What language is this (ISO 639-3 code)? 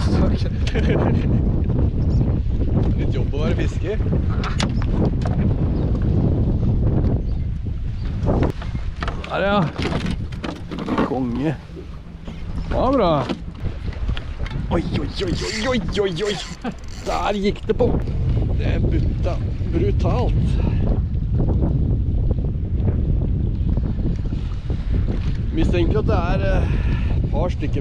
nor